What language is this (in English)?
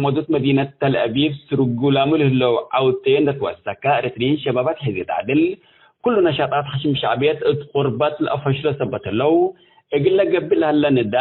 Tigre